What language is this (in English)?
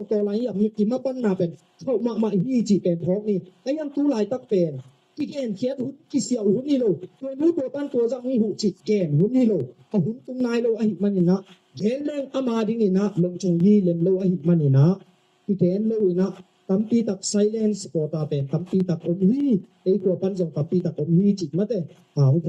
Tedim Chin